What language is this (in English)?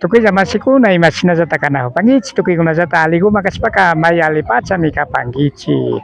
Imbabura Highland Quichua